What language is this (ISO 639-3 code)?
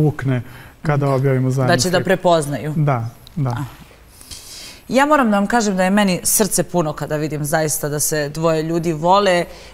srp